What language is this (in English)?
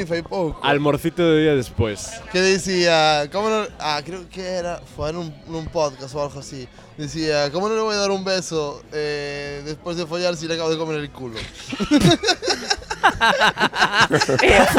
Galician